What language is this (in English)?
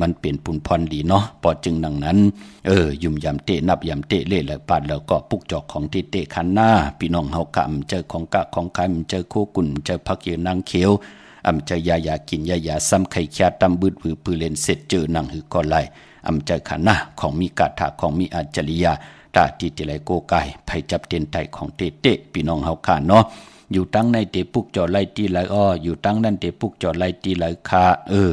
Shan